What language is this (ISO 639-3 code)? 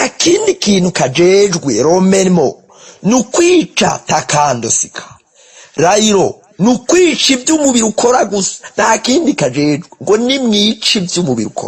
run